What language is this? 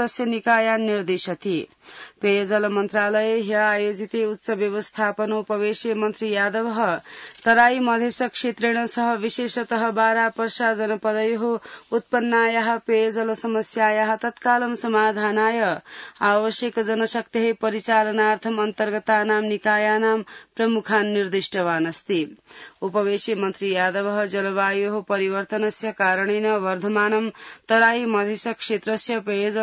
Sanskrit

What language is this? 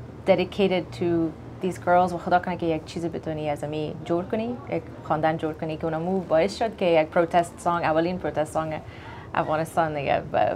Persian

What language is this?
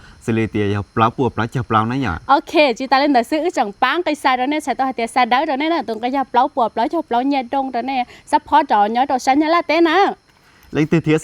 Hmong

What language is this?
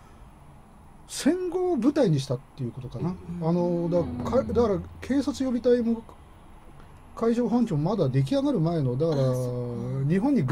Japanese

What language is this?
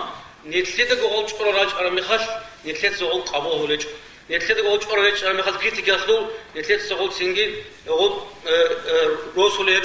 Avaric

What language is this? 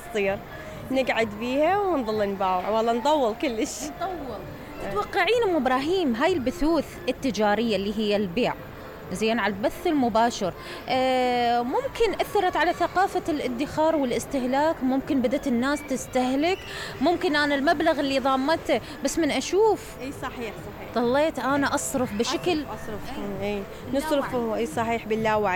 Mesopotamian Arabic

